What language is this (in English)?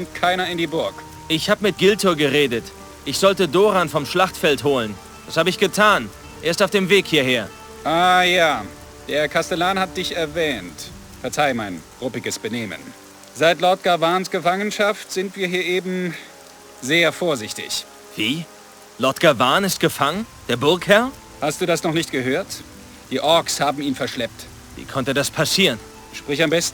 Bavarian